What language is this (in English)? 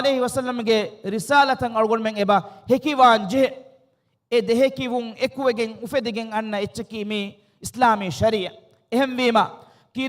Divehi